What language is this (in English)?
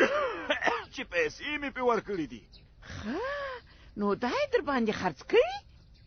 Pashto